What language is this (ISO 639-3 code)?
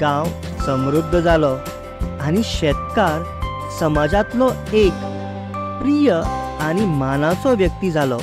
kok